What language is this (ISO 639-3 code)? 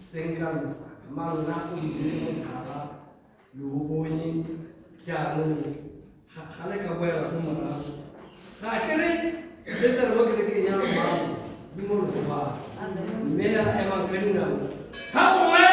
tsn